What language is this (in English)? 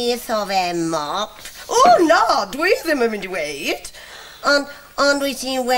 Welsh